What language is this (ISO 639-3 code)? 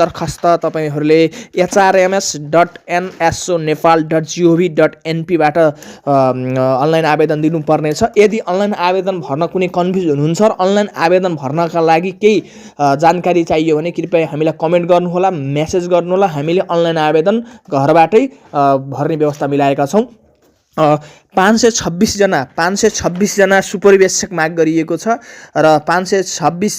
nep